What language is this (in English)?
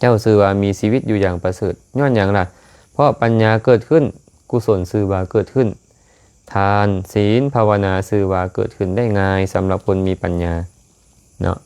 Lao